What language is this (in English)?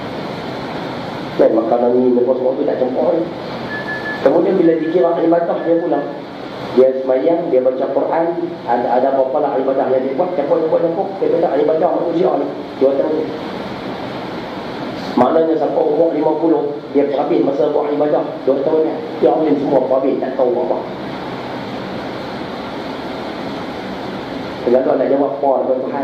Malay